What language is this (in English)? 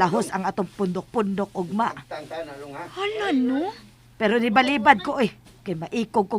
Cebuano